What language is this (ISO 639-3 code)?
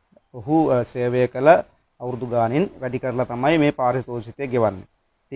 sin